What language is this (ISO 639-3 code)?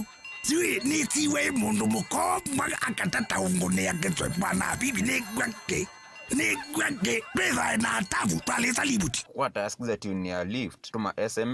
kam